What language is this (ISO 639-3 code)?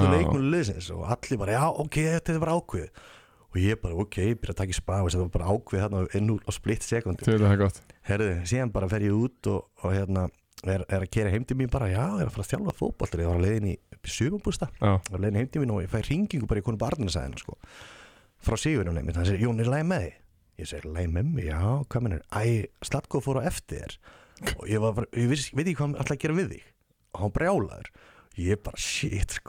isl